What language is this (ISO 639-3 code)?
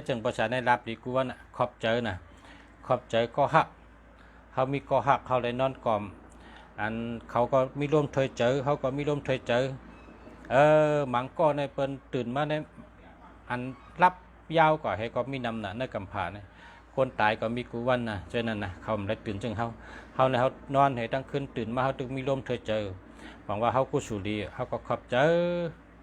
shn